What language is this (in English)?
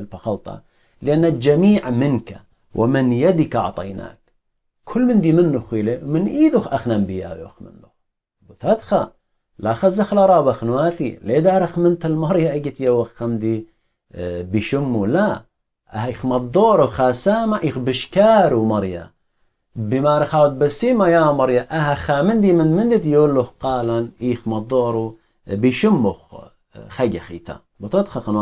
Assyrian Neo-Aramaic